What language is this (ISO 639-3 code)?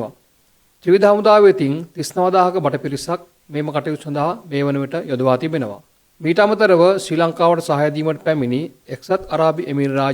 sin